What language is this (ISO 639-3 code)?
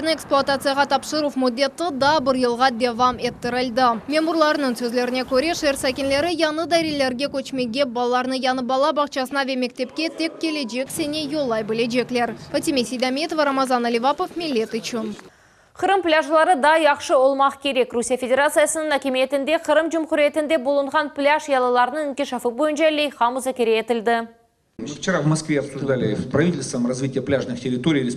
crh